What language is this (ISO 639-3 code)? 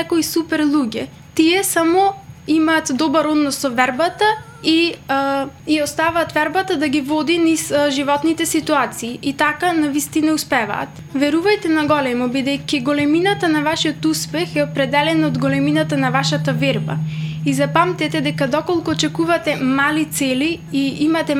mkd